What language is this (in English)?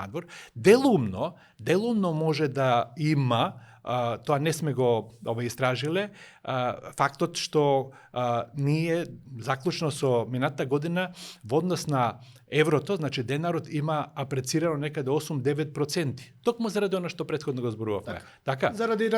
Macedonian